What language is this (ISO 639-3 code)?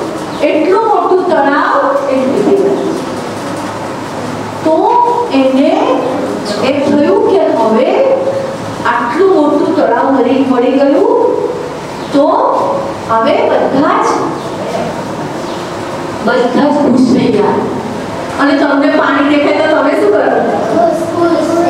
guj